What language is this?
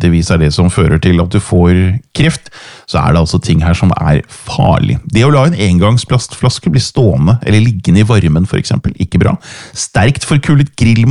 Norwegian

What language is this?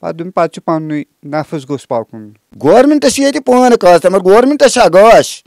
Kashmiri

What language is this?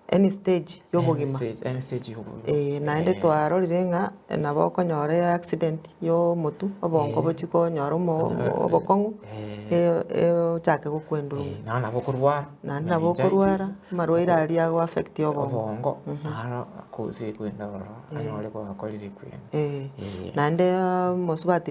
Gusii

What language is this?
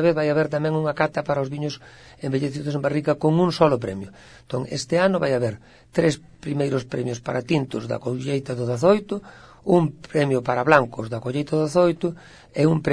Galician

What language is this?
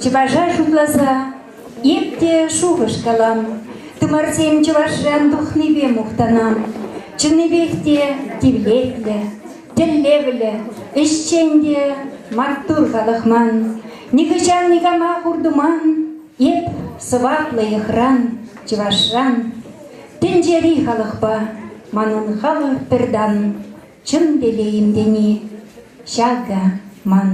Chuvash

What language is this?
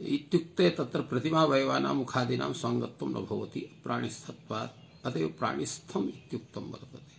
Sanskrit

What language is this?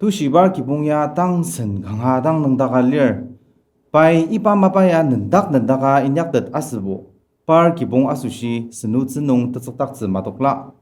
Ao Naga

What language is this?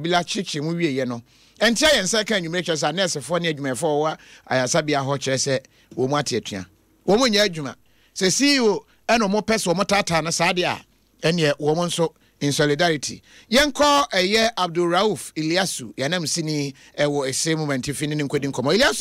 Akan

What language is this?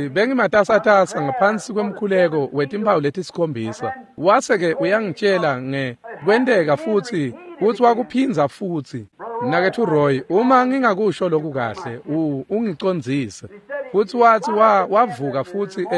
Swati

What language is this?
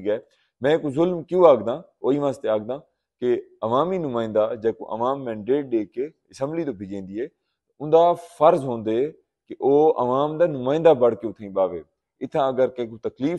Saraiki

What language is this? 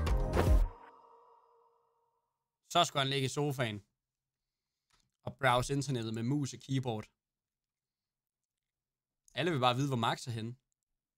Danish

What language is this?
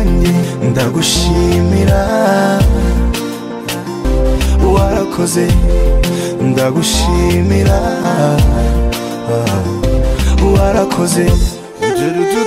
Kinyarwanda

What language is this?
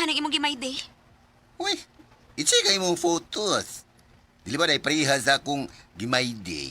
Cebuano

